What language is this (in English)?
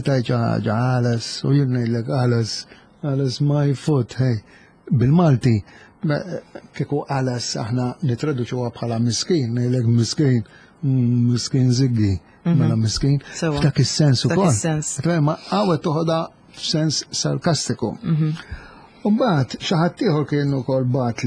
Maltese